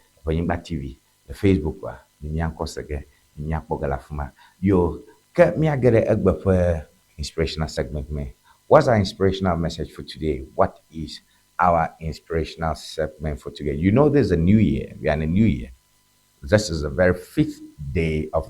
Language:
Ewe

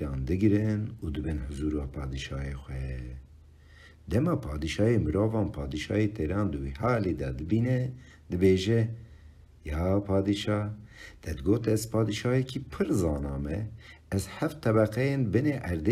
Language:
Kurdish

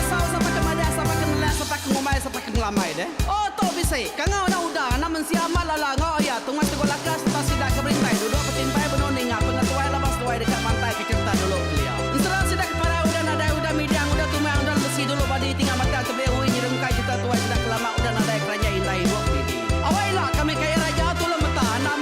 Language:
Iban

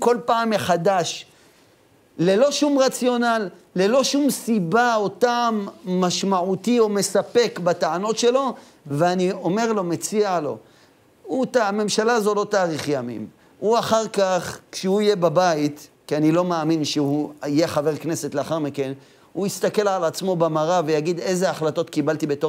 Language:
Hebrew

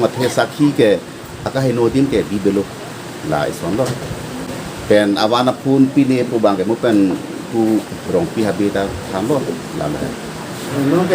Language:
Karbi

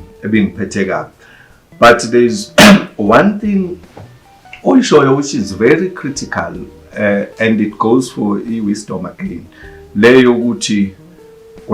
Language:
Zulu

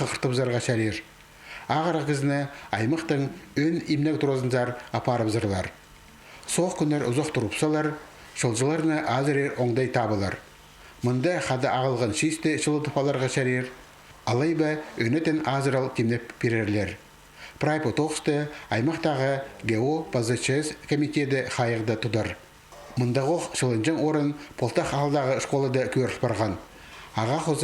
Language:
Khakas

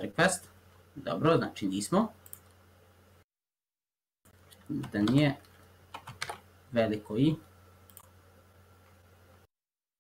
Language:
Serbian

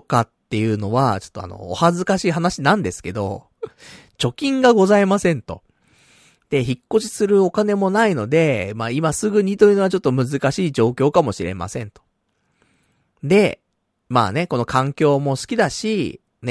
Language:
Japanese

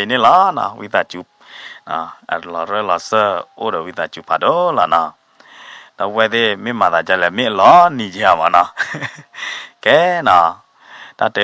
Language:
S'gaw Karen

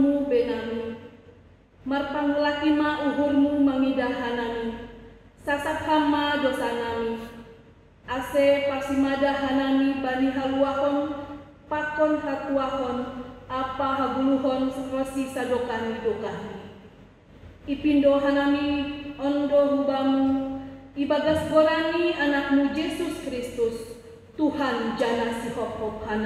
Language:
Batak Simalungun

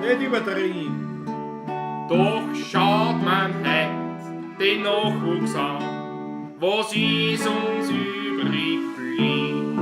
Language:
Bavarian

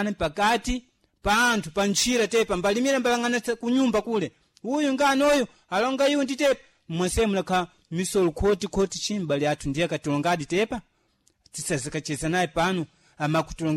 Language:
Sena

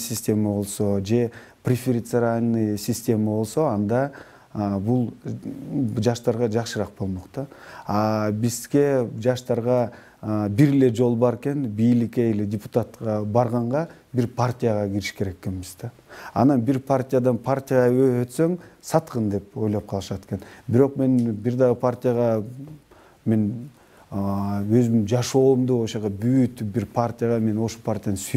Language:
Kyrgyz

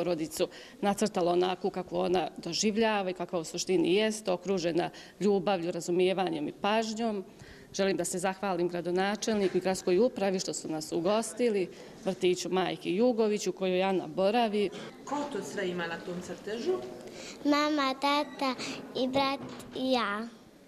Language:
Bosnian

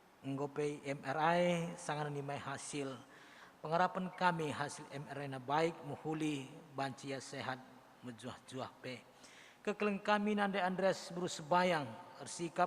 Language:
Batak Karo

